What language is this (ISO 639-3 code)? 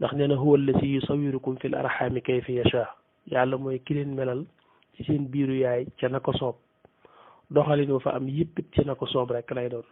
wol